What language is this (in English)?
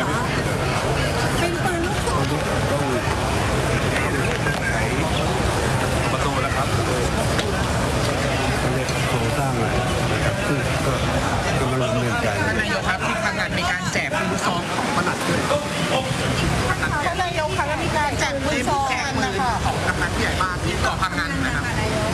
Thai